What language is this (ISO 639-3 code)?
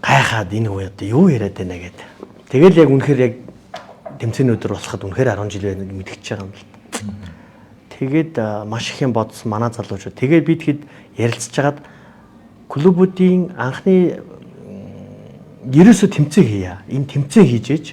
mon